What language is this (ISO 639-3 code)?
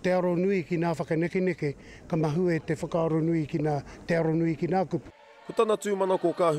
mri